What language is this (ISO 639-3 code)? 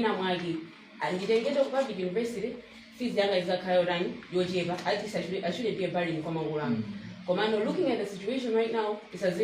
nya